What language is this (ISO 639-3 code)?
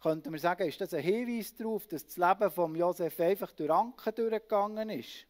gsw